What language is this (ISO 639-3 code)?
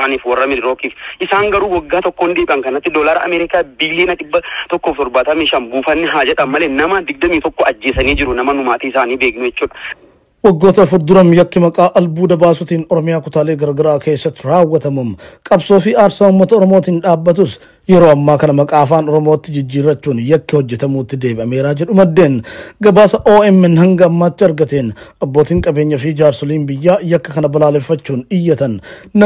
orm